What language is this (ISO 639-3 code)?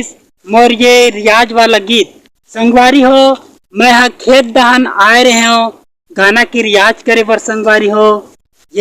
hne